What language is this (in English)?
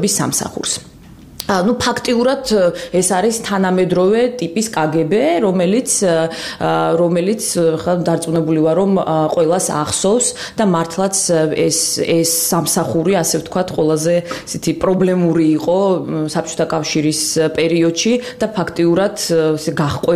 Georgian